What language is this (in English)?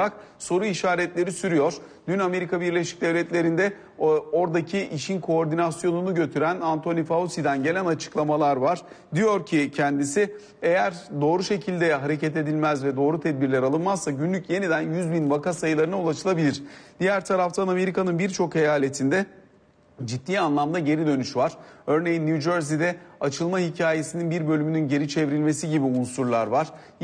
Turkish